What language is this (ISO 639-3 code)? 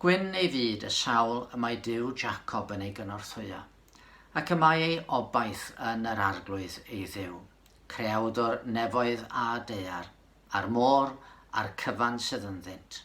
cym